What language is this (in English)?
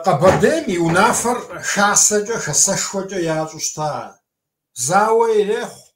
Kabardian